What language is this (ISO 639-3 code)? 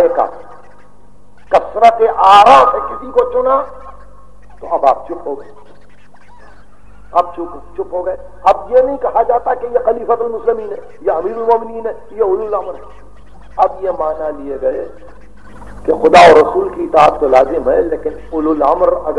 urd